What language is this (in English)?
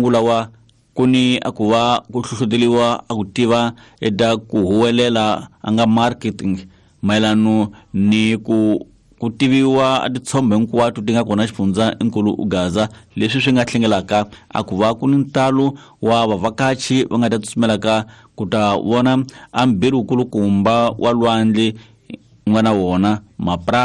Tsonga